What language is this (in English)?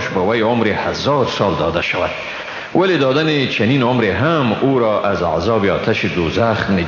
Tajik